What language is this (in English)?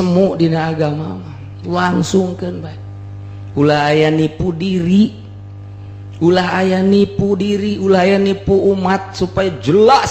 Sundanese